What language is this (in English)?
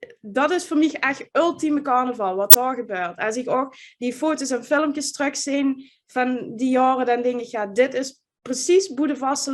Limburgish